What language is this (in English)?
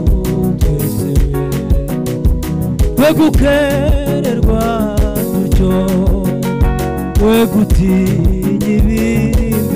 Kinyarwanda